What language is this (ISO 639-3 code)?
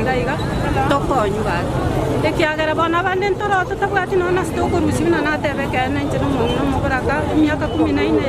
guz